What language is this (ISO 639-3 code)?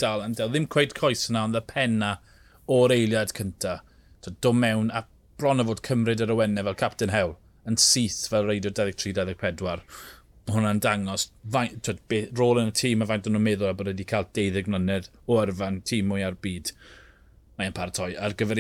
cym